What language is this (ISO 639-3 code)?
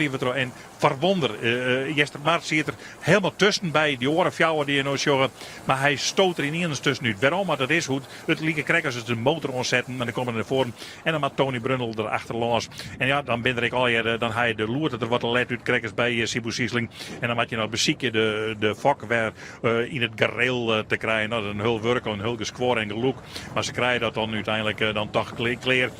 fry